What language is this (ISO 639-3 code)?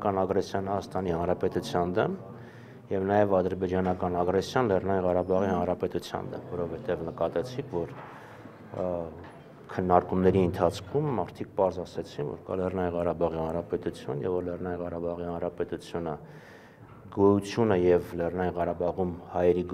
hye